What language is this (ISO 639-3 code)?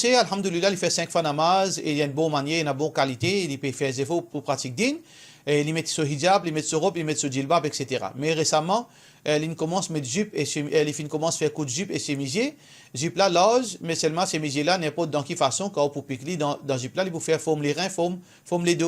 mfe